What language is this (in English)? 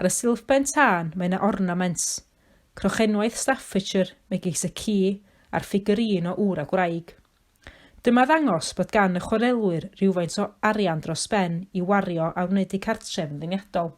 Welsh